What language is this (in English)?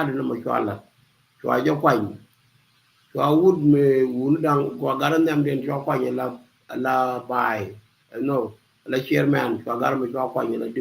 Nuer